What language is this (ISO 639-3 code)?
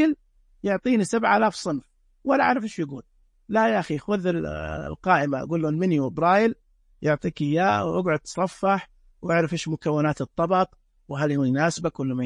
ars